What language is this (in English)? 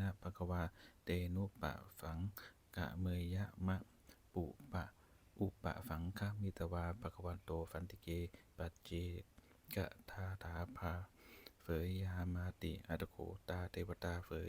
Pali